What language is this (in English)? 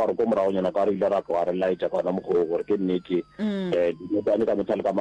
Northern Sotho